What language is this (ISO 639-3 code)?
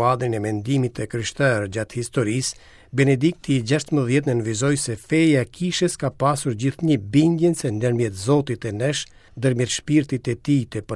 sqi